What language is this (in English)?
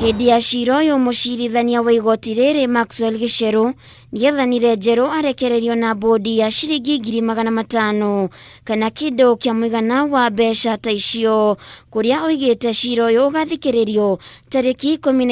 Kikuyu